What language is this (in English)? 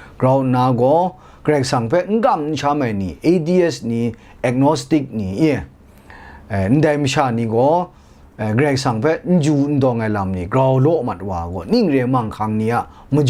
Kachin